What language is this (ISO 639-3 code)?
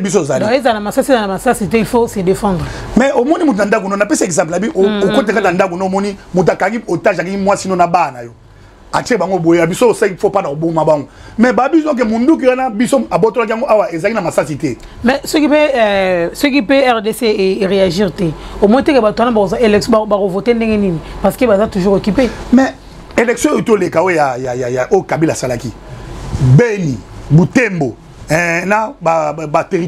lin